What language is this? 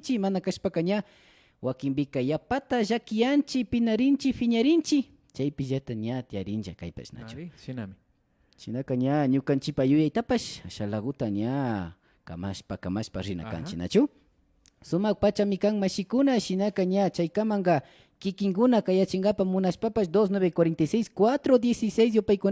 Imbabura Highland Quichua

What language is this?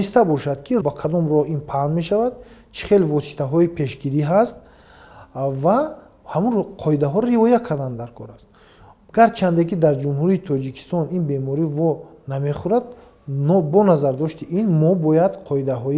Tajik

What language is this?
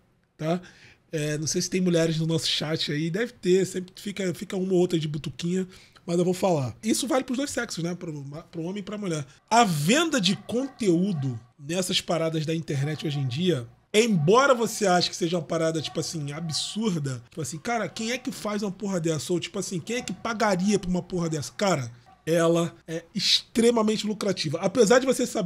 Portuguese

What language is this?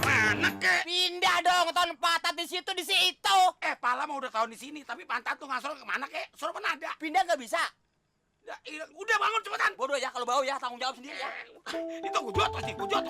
Betawi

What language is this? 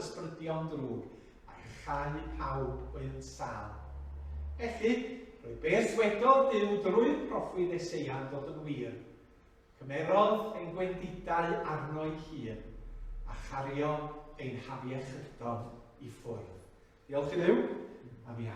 Welsh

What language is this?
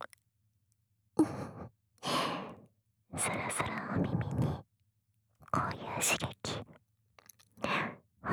Japanese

